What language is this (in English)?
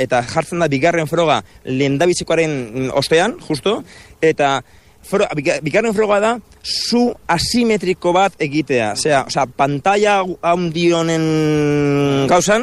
Basque